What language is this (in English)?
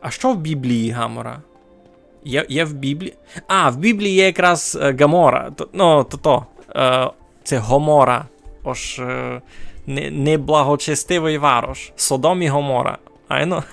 Rusyn